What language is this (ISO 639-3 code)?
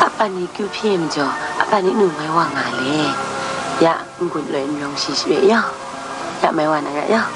kac